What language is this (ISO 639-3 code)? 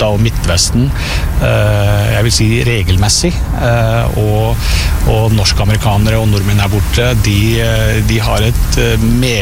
nor